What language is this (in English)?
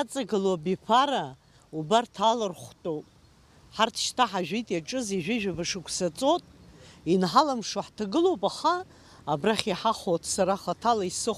Abkhazian